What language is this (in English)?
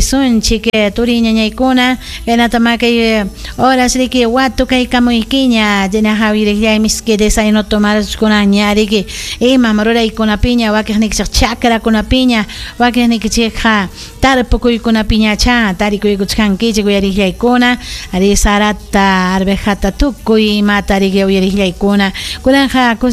Ayacucho Quechua